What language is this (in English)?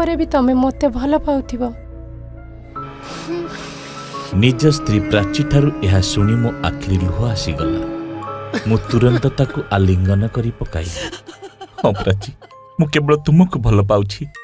Odia